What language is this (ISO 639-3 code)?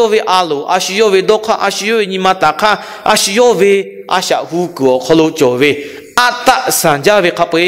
lhu